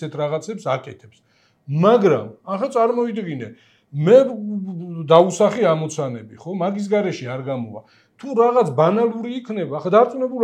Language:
Georgian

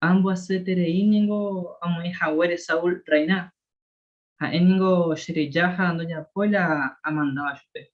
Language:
Guarani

